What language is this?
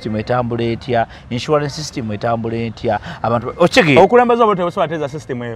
Ganda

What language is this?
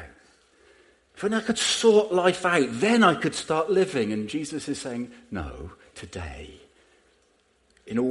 English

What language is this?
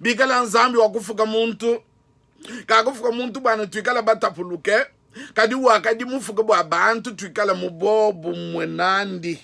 Luba-Lulua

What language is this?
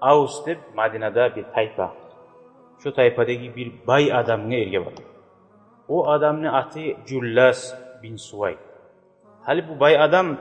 Kumyk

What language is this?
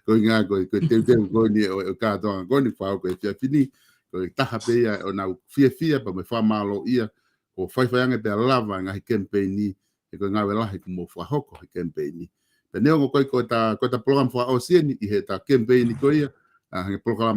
Tongan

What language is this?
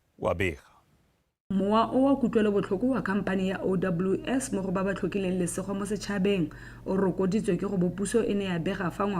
Tswana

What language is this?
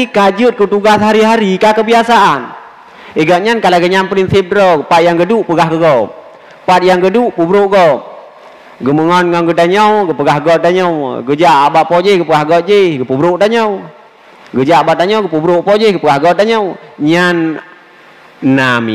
Achinese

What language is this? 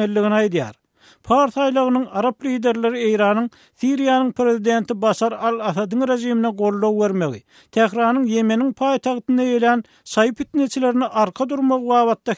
Turkmen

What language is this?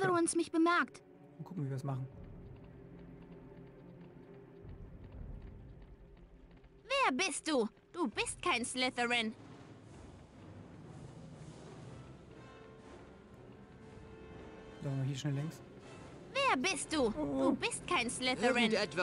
German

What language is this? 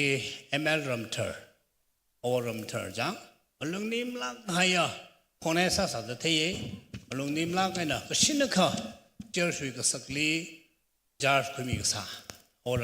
Tangkhul Naga (India)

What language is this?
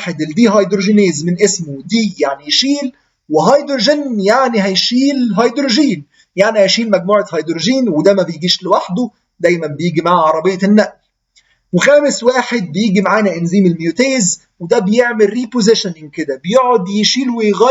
Egyptian Arabic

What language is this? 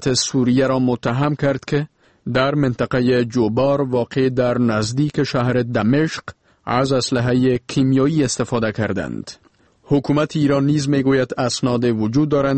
Persian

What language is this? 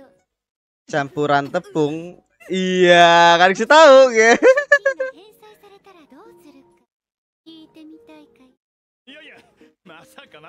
Indonesian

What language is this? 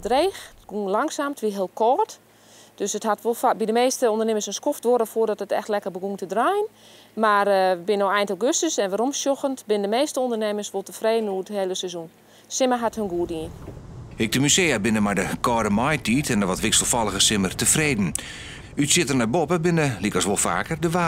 Western Frisian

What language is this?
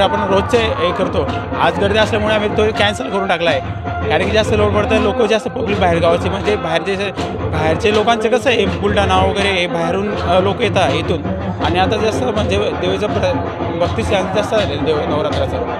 Marathi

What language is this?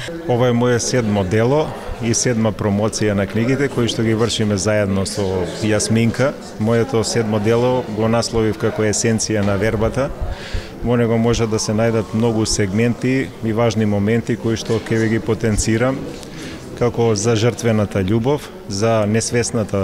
Macedonian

